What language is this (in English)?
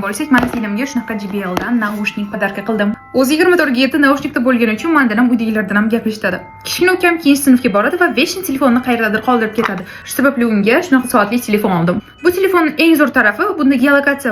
Uzbek